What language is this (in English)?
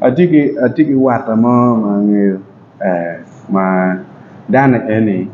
Acoli